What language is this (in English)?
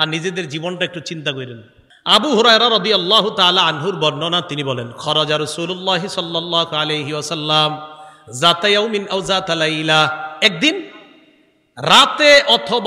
Bangla